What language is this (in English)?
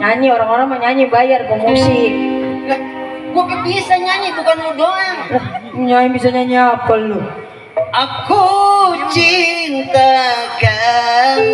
Betawi